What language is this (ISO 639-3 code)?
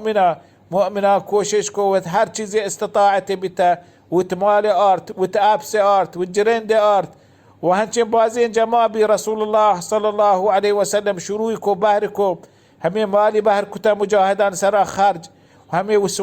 bal